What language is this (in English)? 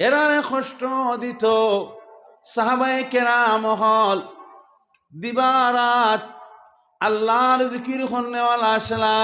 Sylheti